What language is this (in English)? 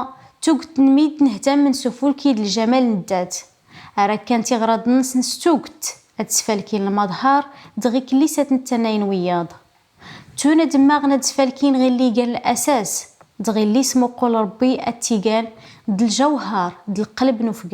Kabyle